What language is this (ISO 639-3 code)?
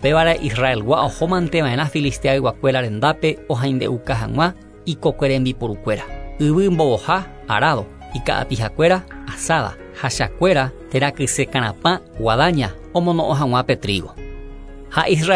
grn